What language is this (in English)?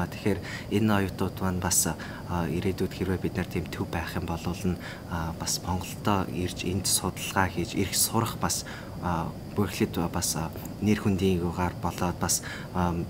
Mongolian